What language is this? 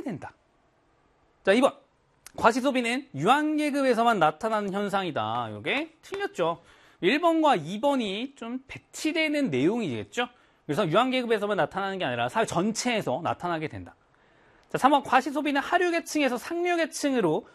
Korean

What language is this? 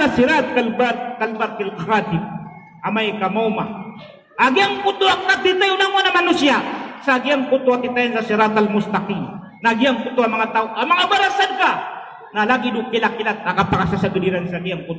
Maranao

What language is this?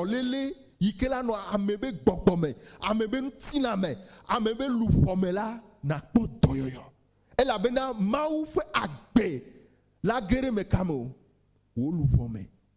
Ewe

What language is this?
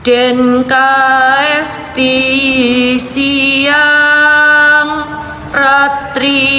Javanese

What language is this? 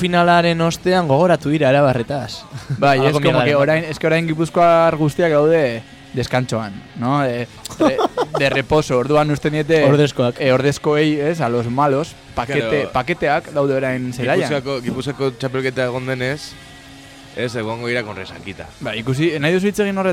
Basque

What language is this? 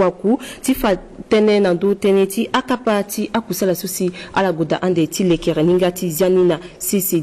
Sango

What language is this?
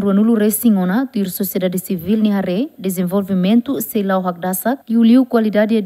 Tetum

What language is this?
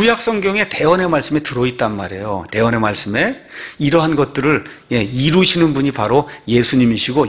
Korean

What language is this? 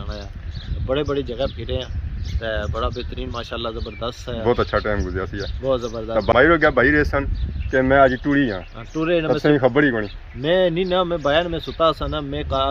Pahari-Potwari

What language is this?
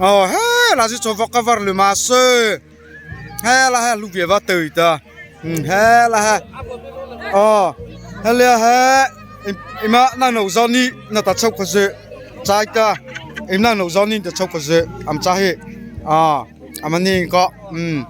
Mara Chin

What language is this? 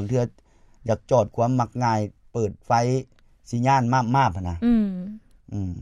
Lao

